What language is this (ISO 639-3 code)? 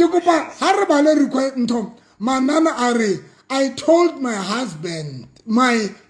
sot